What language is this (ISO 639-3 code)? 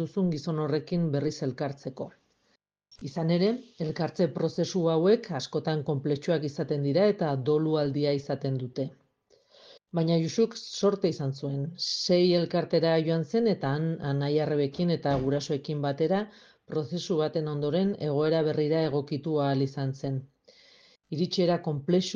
eus